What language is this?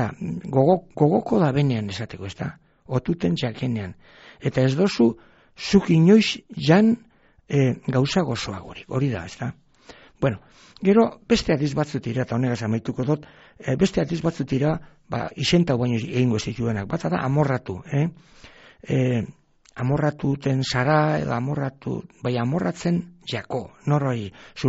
Basque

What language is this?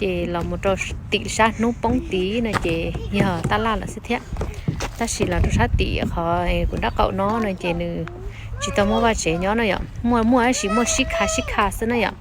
Hmong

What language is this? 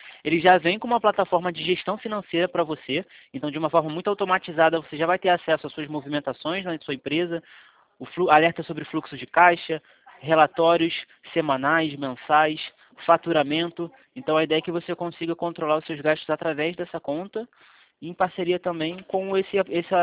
Portuguese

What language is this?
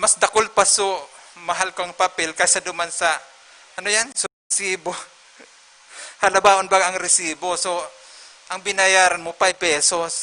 Bikol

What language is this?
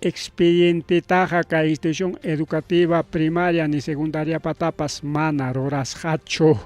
Ayacucho Quechua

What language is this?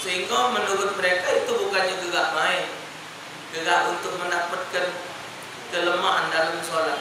Musi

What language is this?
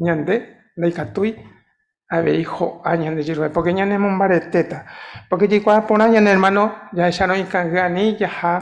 Guarani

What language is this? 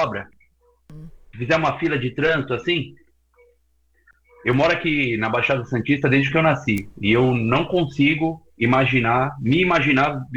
Portuguese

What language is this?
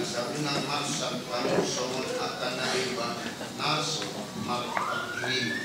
Batak Toba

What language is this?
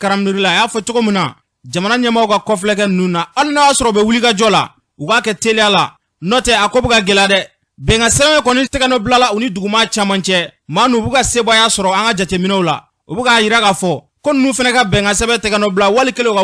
Bambara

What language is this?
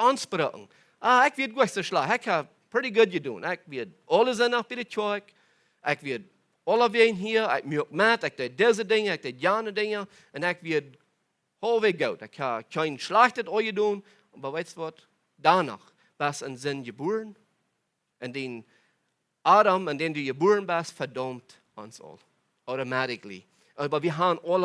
Plautdietsch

